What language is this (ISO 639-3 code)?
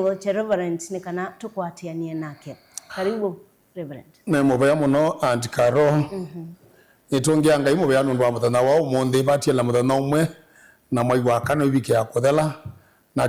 kam